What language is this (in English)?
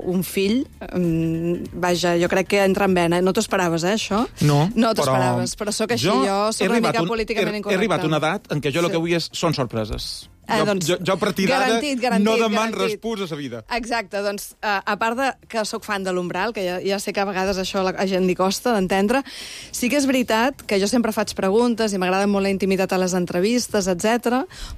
Catalan